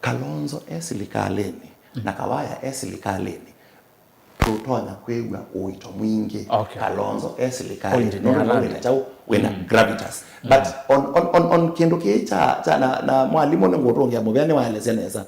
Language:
Kamba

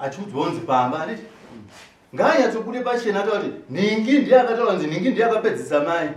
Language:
Shona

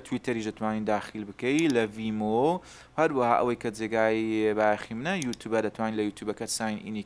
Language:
Central Kurdish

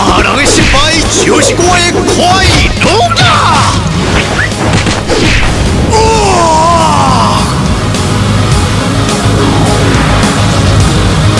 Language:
Chinese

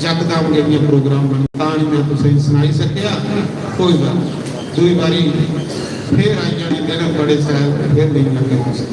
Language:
Dogri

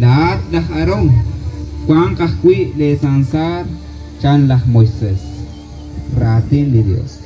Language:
Kekchí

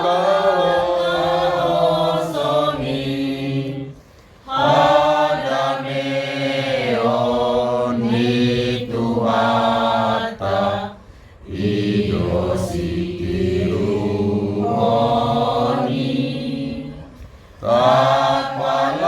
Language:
Batak Toba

